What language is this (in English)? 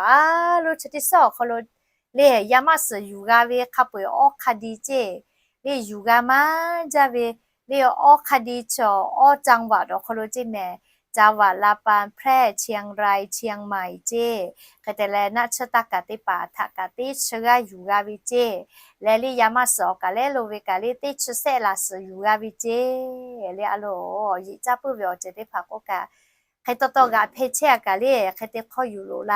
Lahu